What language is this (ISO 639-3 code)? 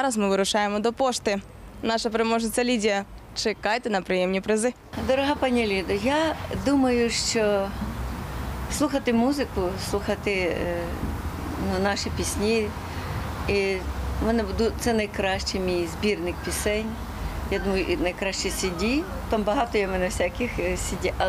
ukr